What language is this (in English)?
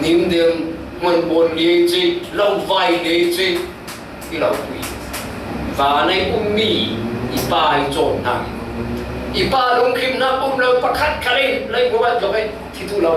Falam Chin